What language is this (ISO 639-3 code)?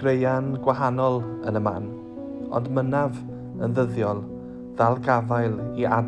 cym